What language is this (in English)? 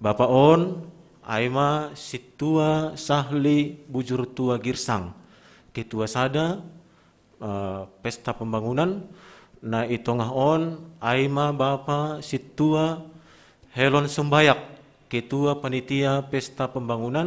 Batak Simalungun